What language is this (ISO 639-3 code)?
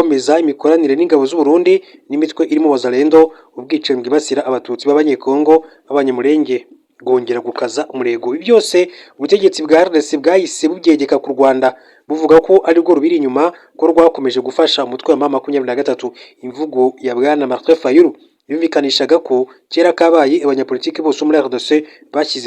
kin